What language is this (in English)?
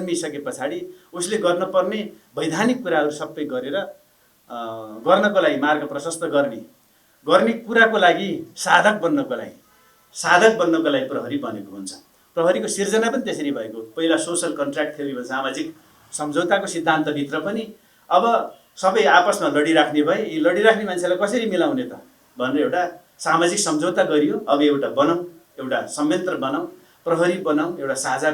Nepali